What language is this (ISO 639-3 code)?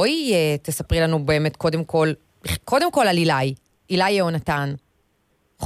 heb